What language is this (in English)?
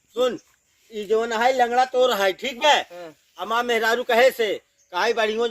Awadhi